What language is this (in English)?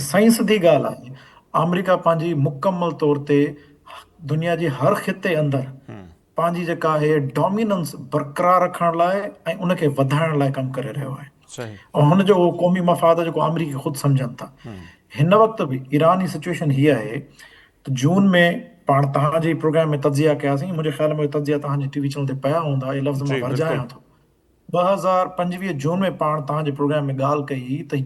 Sindhi